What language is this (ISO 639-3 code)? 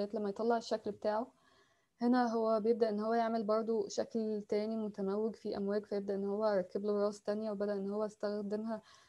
arz